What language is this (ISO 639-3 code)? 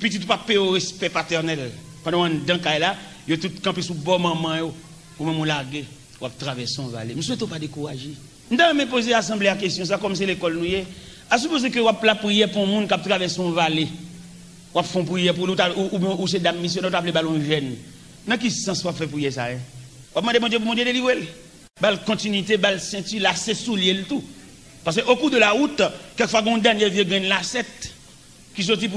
hat